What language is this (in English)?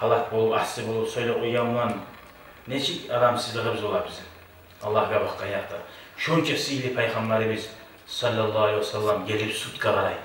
Kumyk